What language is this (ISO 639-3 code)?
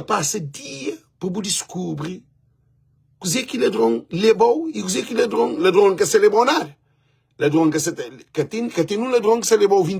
kea